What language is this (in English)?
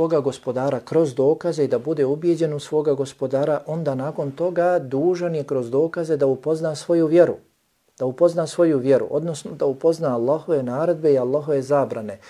Bosnian